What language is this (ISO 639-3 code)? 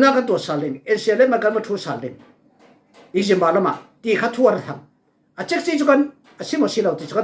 cfm